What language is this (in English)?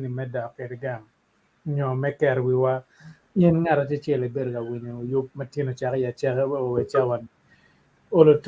Acoli